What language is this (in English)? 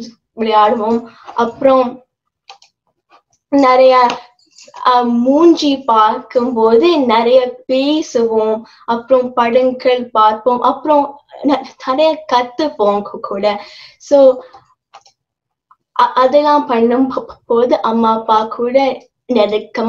Tamil